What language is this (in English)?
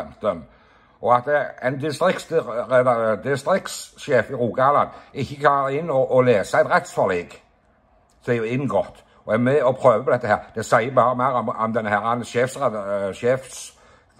Norwegian